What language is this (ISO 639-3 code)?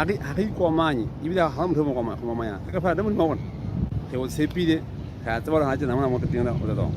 sot